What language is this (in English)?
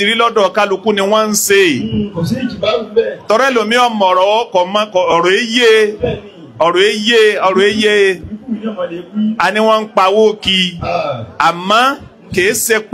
Yoruba